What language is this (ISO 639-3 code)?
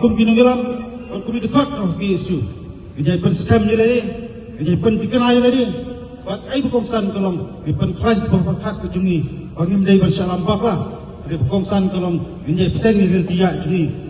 kha